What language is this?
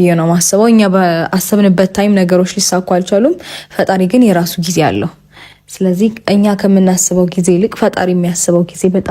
Amharic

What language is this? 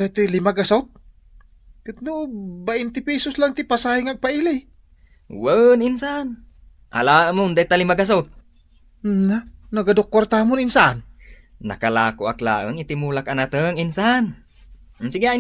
Iloko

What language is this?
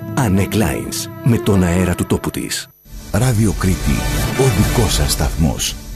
Greek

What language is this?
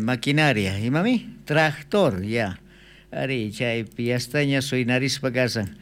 South Bolivian Quechua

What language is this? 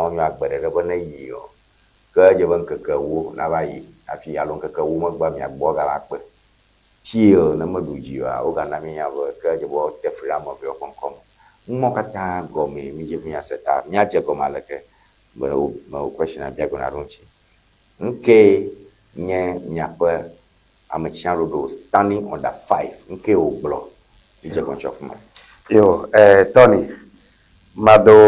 Ewe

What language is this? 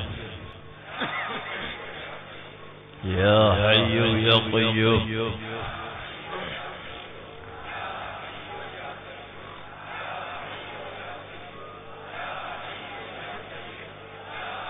Malayalam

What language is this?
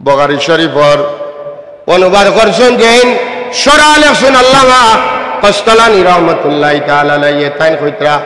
Sylheti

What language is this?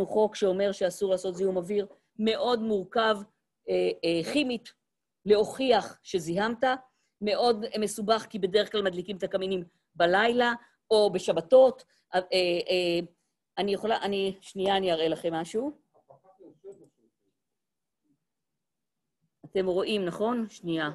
Hebrew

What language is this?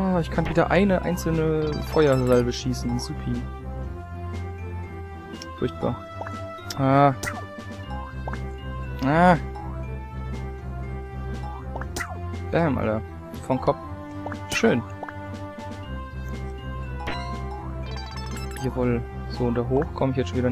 German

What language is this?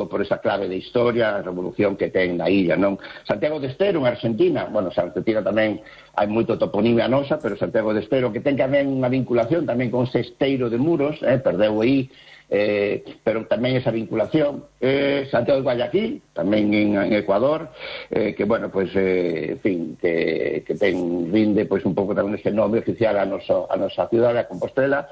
Galician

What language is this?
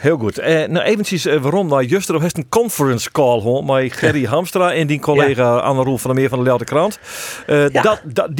Western Frisian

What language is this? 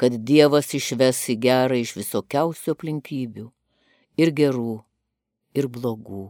Lithuanian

